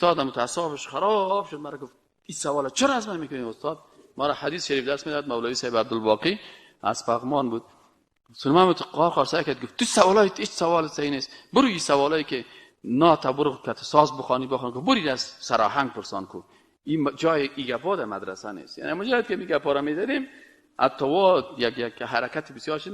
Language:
Persian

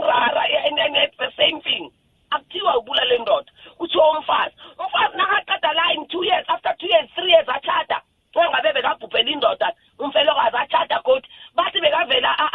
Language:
South Ndebele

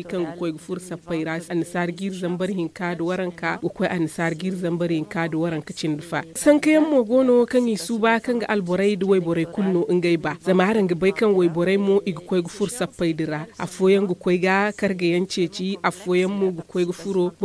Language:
Zarma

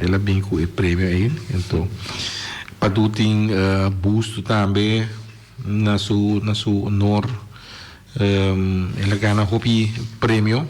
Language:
Papiamento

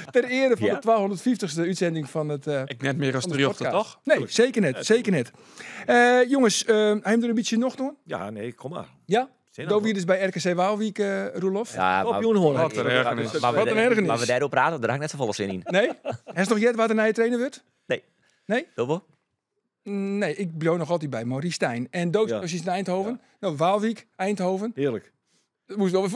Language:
Western Frisian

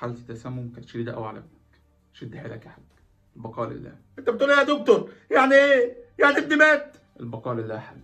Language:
Egyptian Arabic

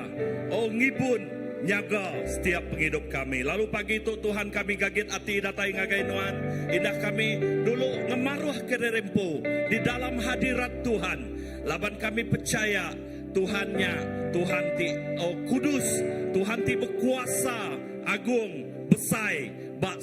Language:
Iban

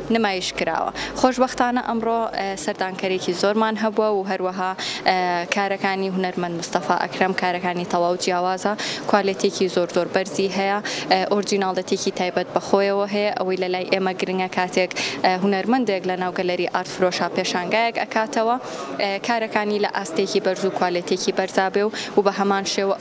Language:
Central Kurdish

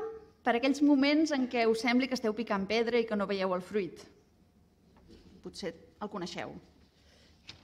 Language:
Catalan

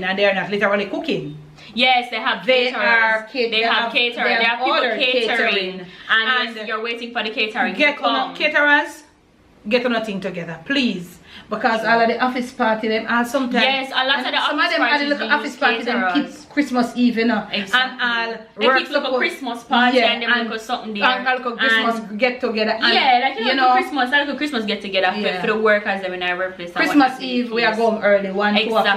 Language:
Jamaican Creole English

